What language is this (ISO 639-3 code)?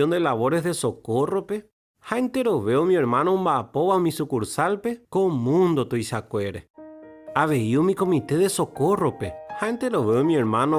grn